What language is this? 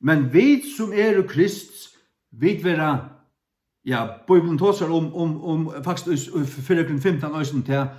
Faroese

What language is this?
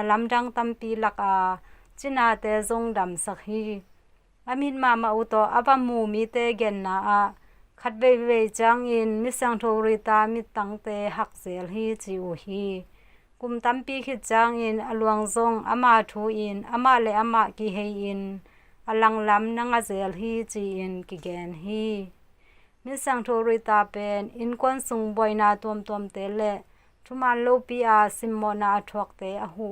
Tedim Chin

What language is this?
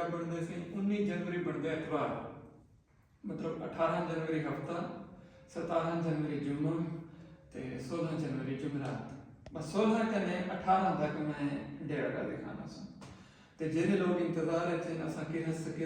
Saraiki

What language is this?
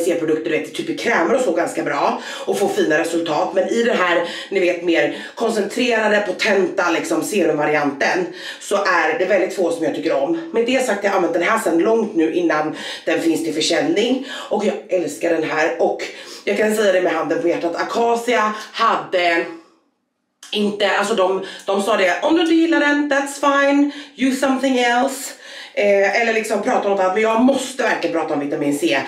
Swedish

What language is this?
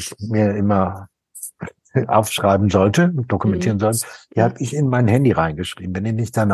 German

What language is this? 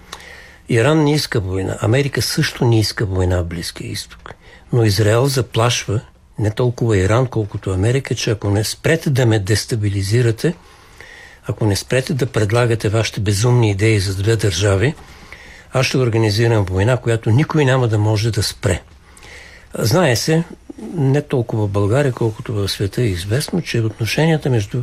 Bulgarian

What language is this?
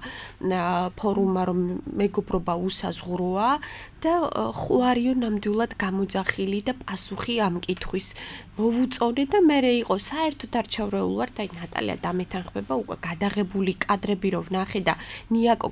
Georgian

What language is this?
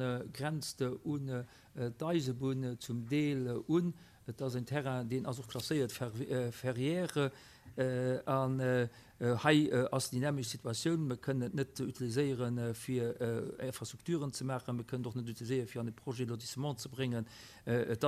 Luxembourgish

